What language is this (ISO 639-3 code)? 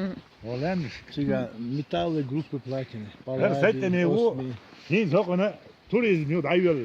che